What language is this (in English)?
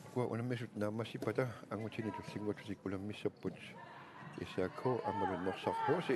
Kalaallisut